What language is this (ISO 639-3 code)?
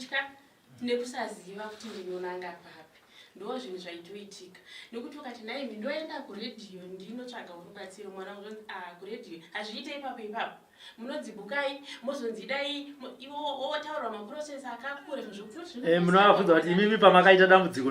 sna